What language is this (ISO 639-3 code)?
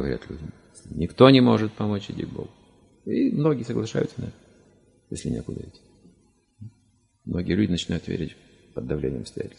rus